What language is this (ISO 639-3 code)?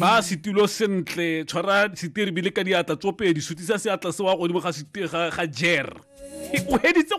tsn